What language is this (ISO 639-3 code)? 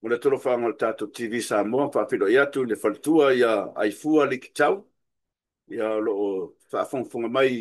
smo